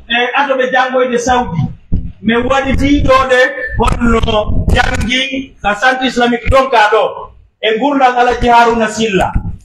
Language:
Pular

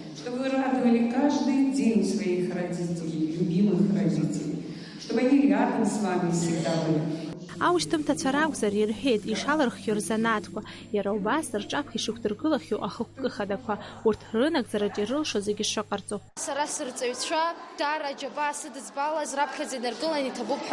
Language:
Abkhazian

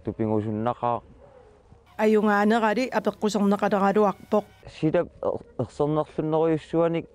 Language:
Kalaallisut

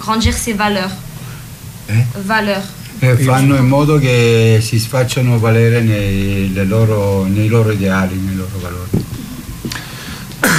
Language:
Italian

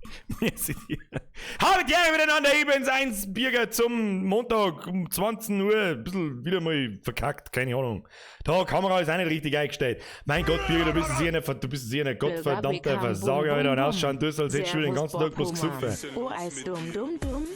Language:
Bavarian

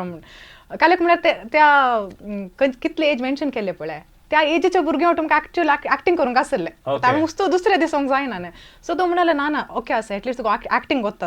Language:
Konkani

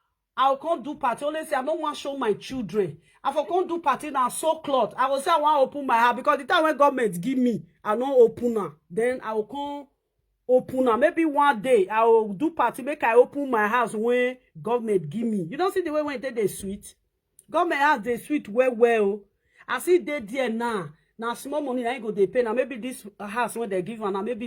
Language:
Nigerian Pidgin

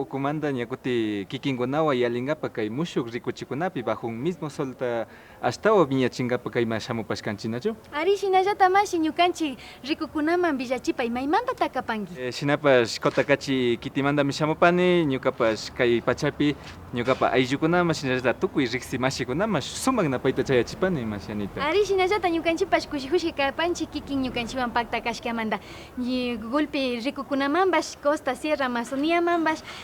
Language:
Imbabura Highland Quichua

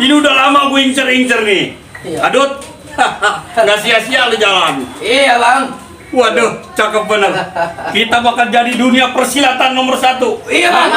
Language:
Betawi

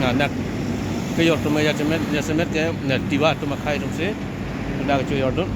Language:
Karbi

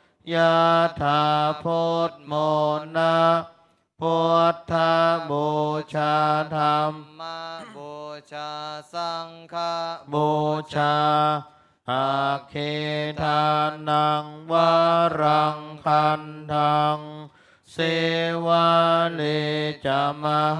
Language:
Pali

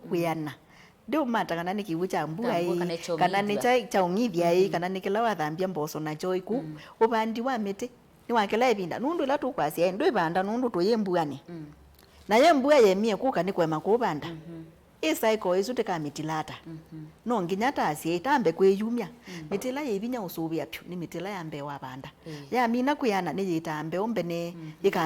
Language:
Kamba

